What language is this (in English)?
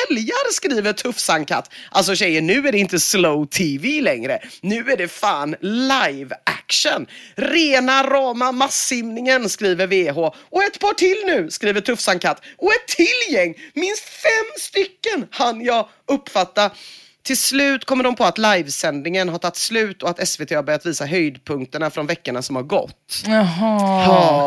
Swedish